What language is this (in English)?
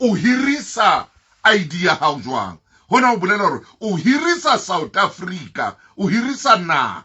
Southern Sotho